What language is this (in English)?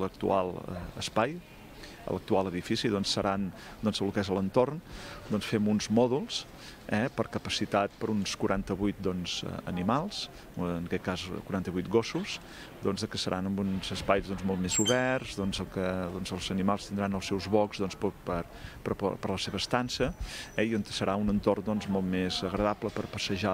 Catalan